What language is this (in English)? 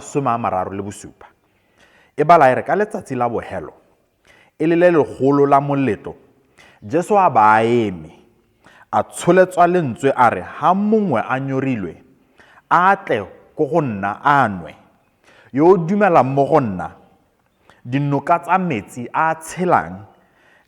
Tswana